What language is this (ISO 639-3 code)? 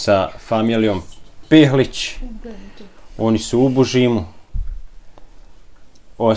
bos